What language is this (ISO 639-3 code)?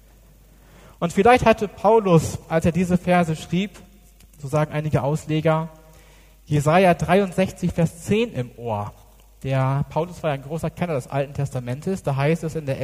deu